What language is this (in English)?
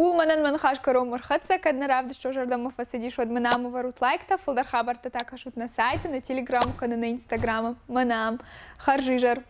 Ossetic